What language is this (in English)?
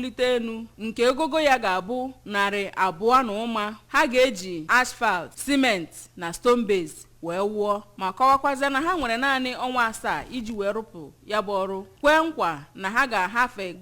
Igbo